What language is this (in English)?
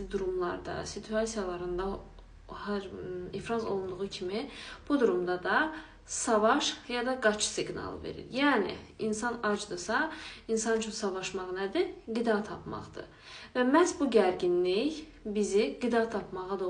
Azerbaijani